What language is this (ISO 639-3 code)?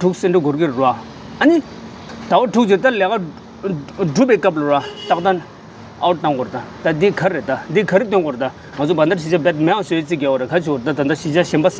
bod